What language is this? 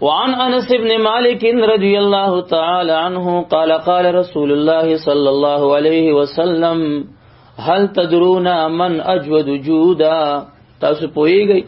Pashto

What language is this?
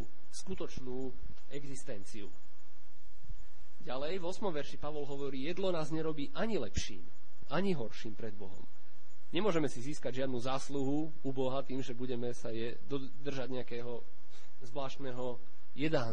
Slovak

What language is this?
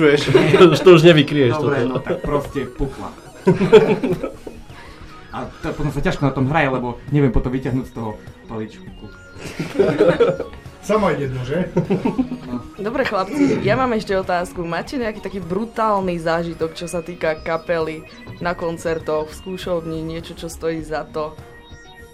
Slovak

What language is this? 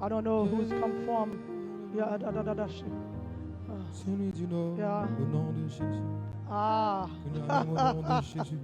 Haitian Creole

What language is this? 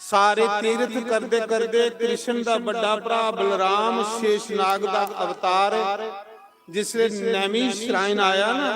Dogri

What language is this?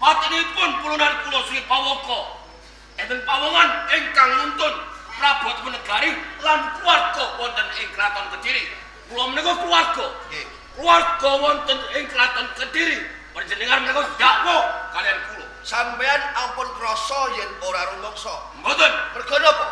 Javanese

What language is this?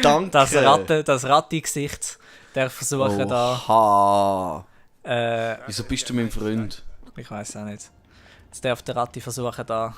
Swiss German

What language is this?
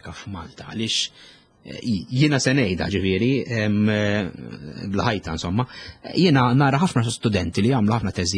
Maltese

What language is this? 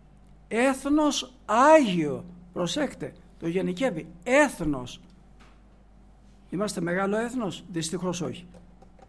Greek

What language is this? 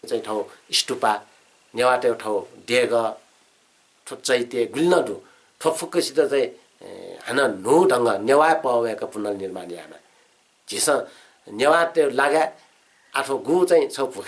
Newari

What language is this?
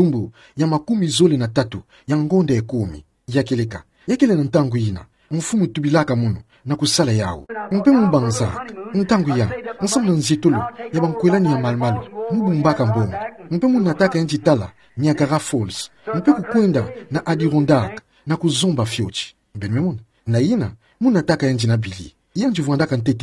Kituba (Democratic Republic of Congo)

